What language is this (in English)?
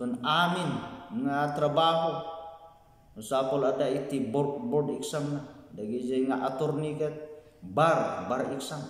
Iloko